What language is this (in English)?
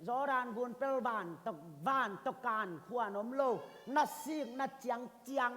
Tedim Chin